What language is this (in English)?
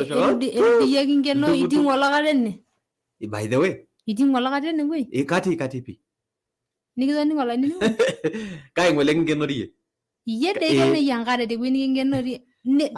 Masai